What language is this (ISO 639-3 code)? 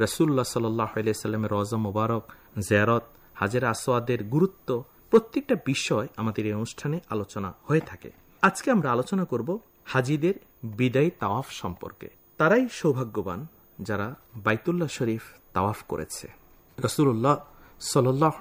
ben